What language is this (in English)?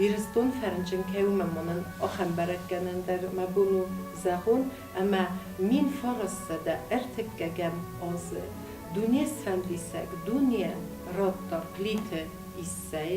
Ossetic